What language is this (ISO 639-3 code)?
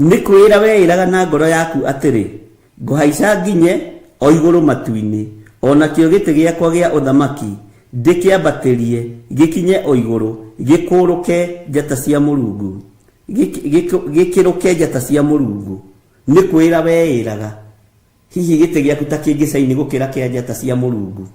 kik